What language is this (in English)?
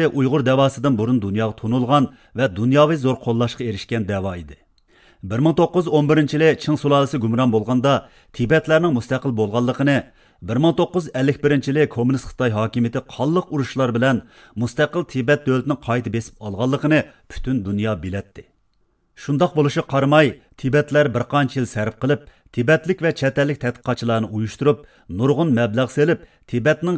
Uyghur